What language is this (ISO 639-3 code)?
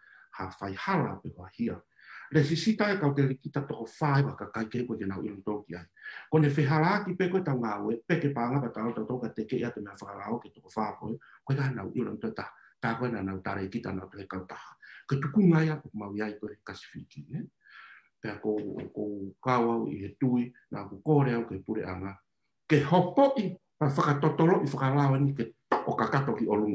ton